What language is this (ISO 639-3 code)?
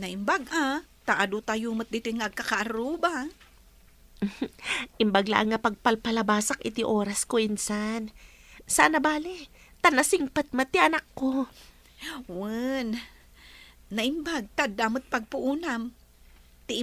ilo